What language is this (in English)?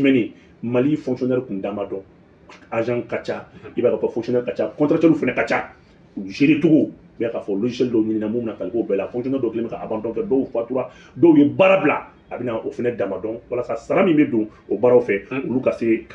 Bambara